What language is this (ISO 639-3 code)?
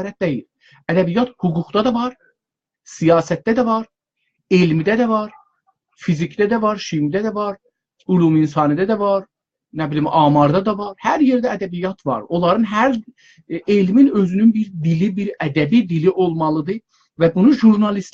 azb